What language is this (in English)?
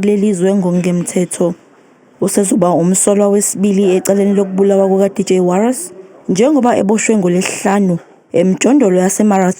Zulu